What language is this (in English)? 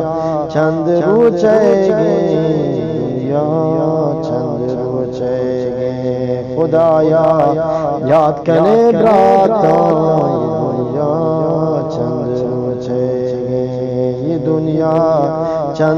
Eastern Balochi